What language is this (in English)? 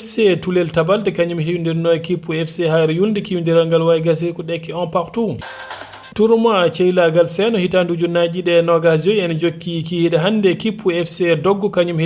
Fula